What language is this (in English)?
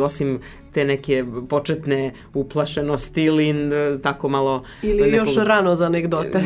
Serbian